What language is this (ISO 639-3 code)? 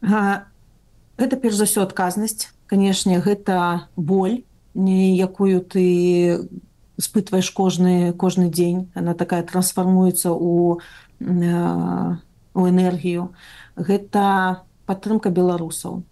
bel